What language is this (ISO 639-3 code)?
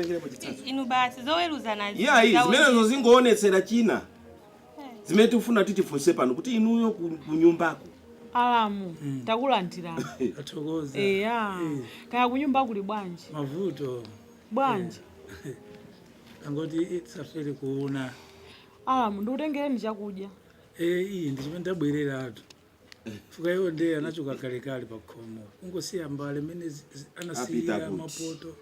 nya